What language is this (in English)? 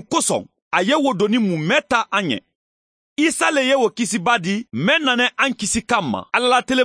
Mandingo